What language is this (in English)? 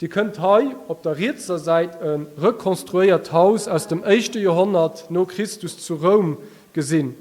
Luxembourgish